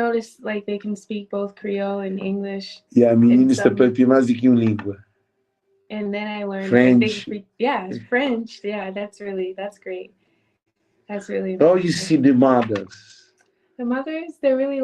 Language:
Kabuverdianu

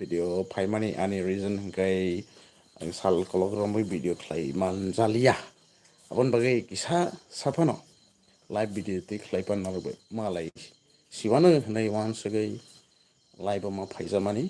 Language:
Kok Borok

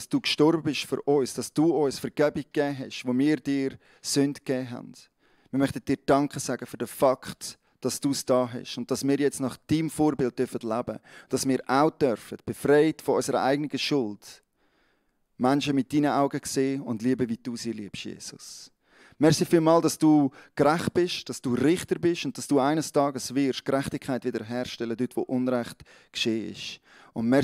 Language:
Swiss German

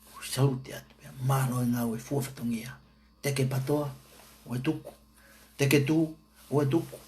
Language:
Tongan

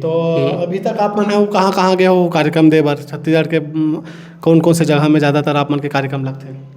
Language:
Chhattisgarhi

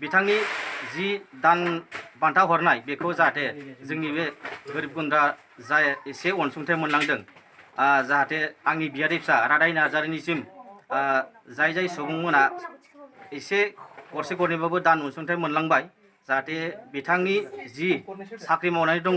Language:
Bodo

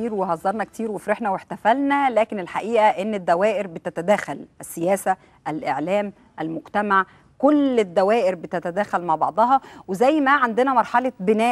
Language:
Egyptian Arabic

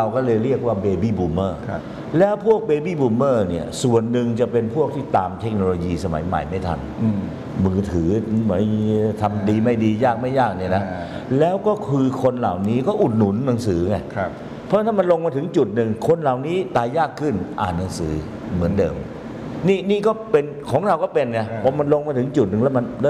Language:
Thai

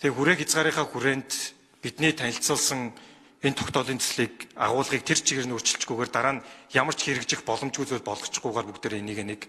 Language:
Mongolian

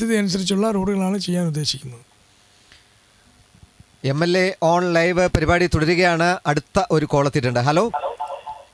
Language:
Malayalam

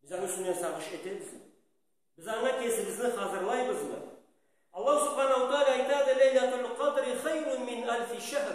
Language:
Karachay-Balkar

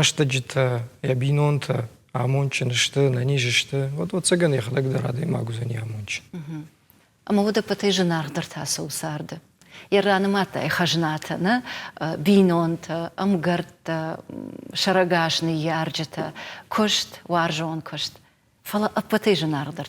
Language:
Ossetic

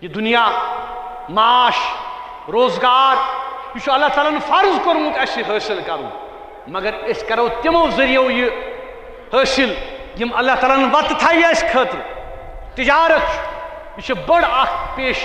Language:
Kashmiri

